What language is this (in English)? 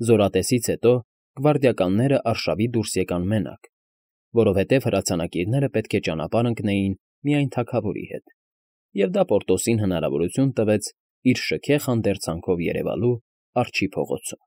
Armenian